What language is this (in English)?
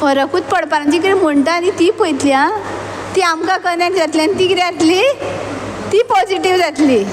Konkani